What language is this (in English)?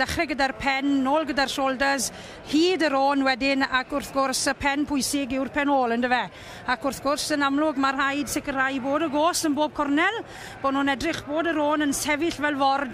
Welsh